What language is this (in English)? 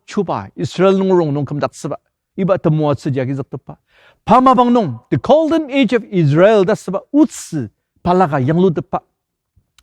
Ao Naga